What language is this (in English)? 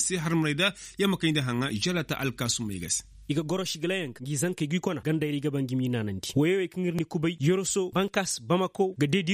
Koyraboro Senni